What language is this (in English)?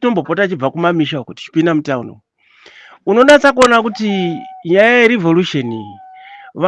Shona